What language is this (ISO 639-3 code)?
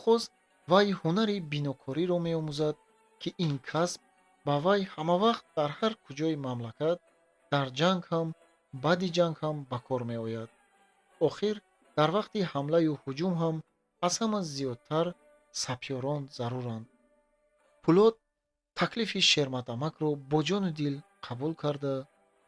tgk